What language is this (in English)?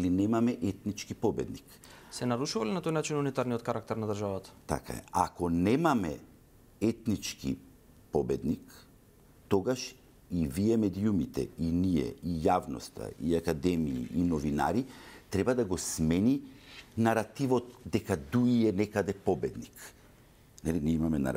Macedonian